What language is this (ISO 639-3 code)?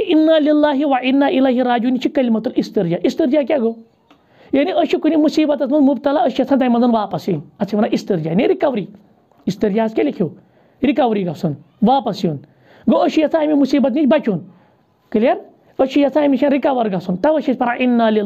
kas